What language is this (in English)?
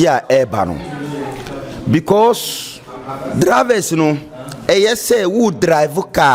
Akan